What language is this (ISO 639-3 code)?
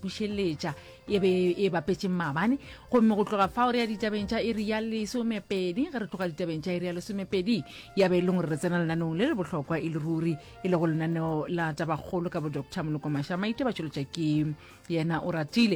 nso